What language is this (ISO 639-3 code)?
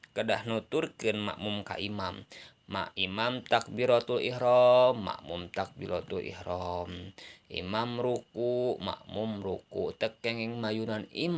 sun